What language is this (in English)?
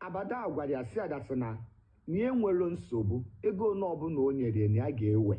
Igbo